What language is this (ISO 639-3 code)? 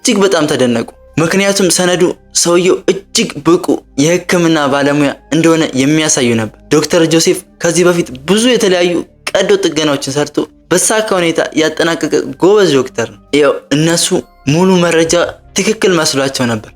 amh